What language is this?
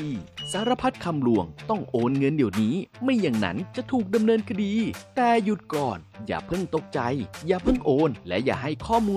Thai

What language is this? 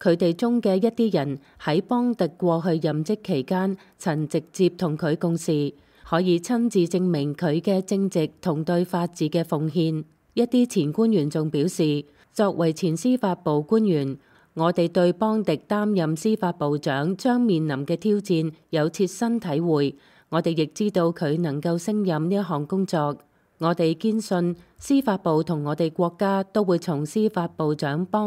Cantonese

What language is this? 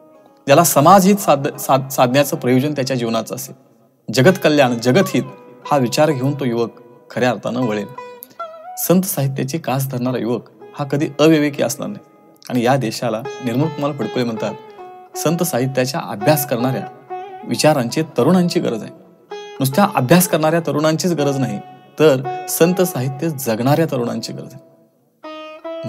Marathi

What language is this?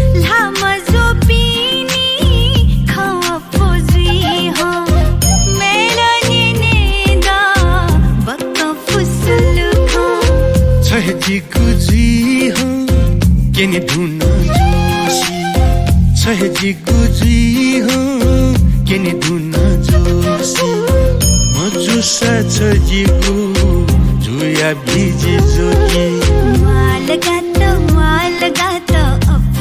Newari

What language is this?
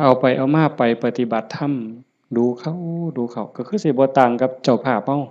Lao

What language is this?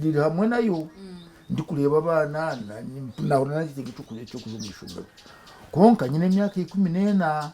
Nyankole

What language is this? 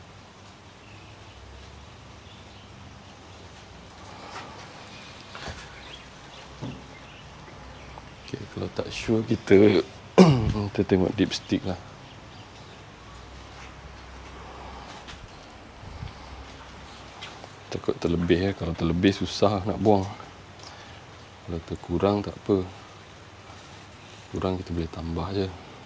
Malay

